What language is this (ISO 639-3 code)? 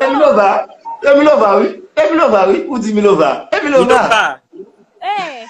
hat